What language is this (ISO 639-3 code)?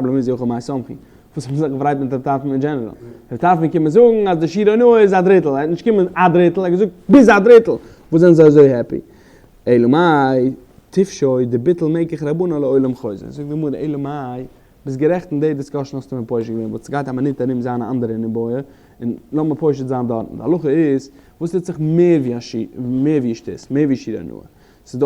yid